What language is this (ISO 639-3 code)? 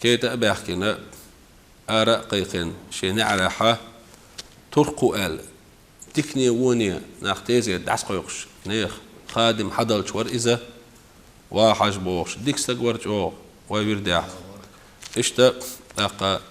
che